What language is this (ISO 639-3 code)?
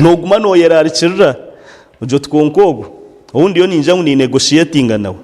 nyn